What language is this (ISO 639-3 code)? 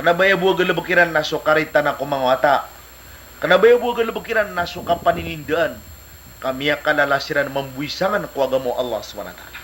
mrw